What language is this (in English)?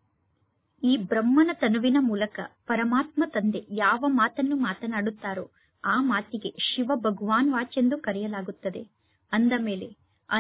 Kannada